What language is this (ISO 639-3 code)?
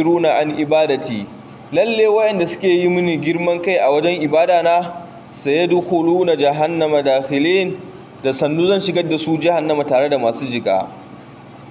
hau